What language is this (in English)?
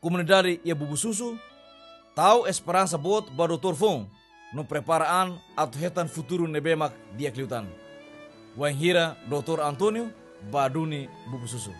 Tetum